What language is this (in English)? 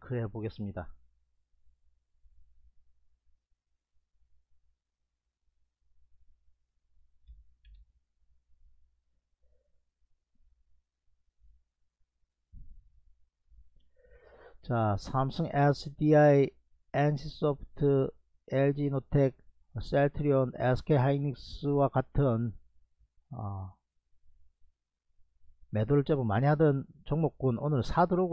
Korean